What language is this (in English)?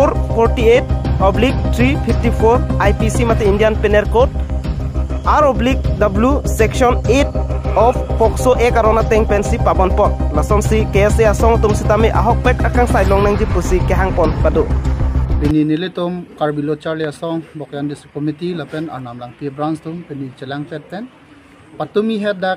Karbi